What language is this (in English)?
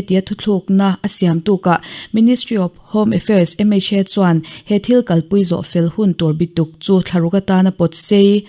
Mizo